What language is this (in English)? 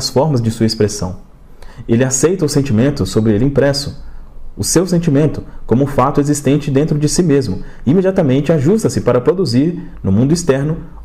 Portuguese